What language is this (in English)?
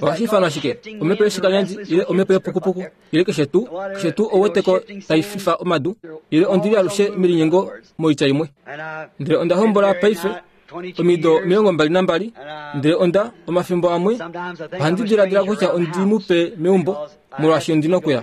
Kuanyama